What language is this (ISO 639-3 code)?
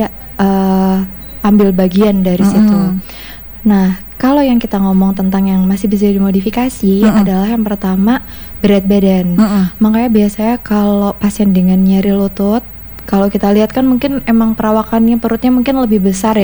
ind